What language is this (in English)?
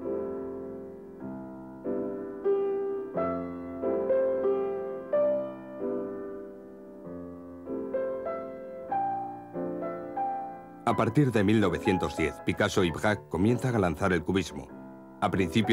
Spanish